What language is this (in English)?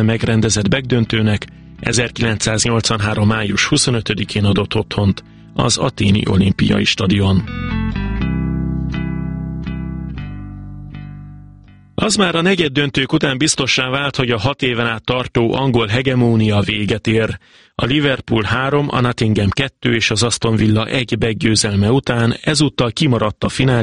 Hungarian